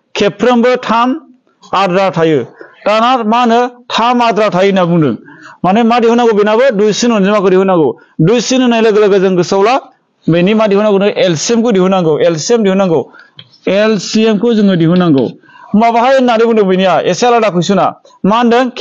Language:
Bodo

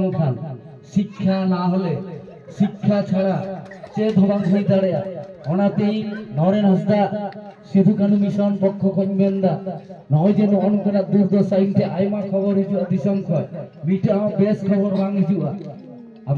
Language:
Santali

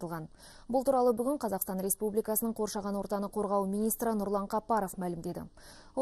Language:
Kazakh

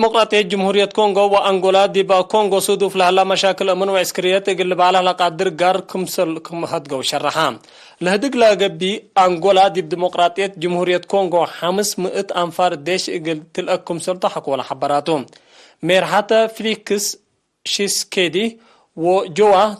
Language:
Tigre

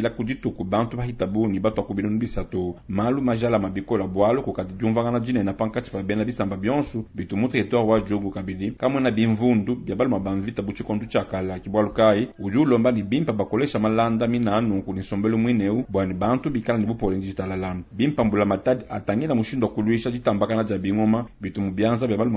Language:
Luba-Lulua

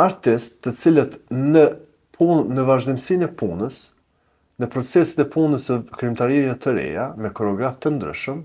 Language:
Albanian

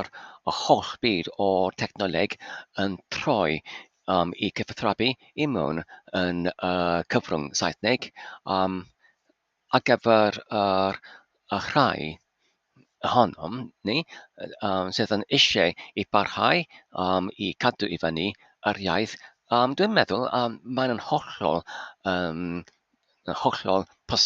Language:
Welsh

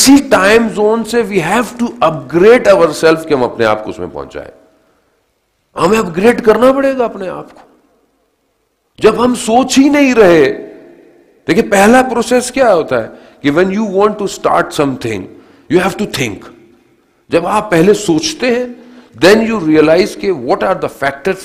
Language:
Urdu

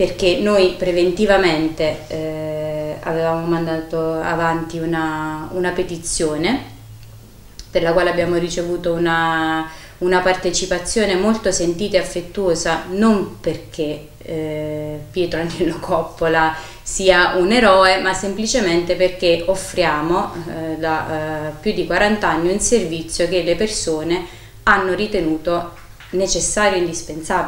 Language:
Italian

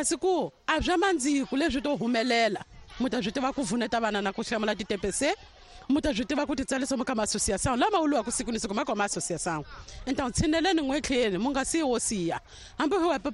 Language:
Tsonga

